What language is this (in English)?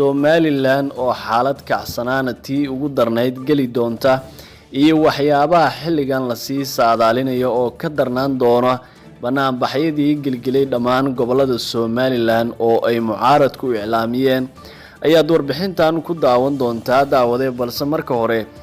Somali